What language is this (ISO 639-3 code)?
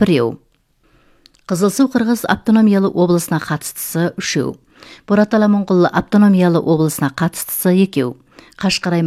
kaz